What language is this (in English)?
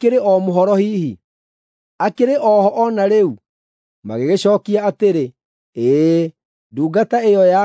Kikuyu